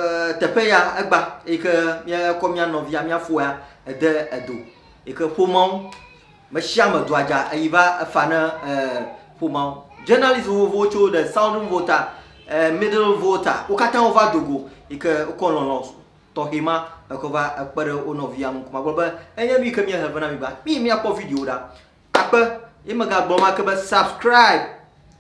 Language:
Ewe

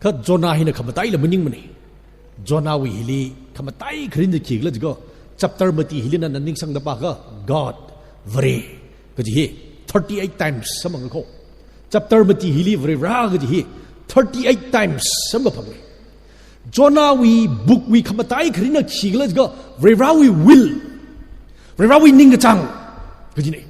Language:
Tangkhul Naga (India)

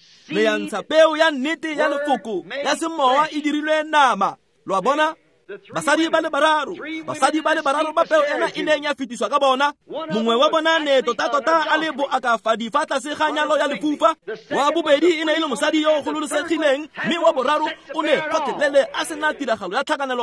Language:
Tswana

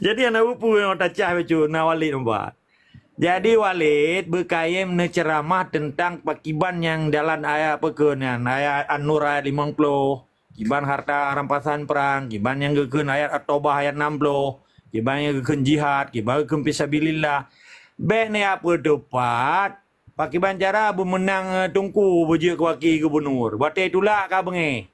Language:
Achinese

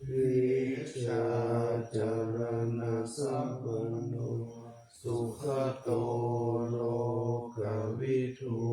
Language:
Pali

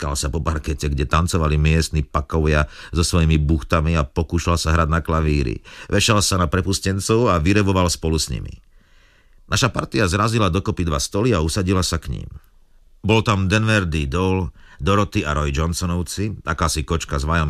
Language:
Slovak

